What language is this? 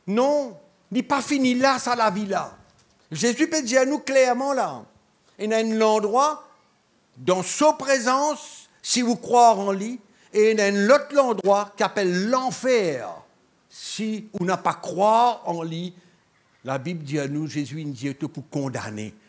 Morisyen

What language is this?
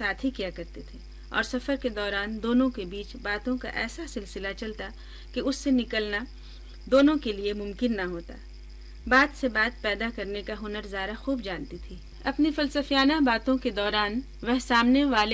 Urdu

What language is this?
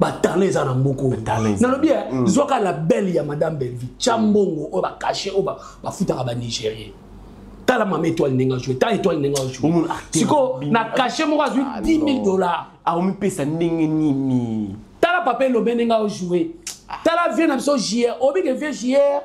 Lingala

